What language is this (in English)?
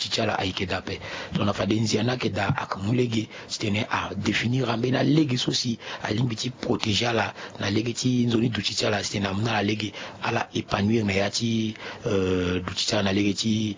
Sango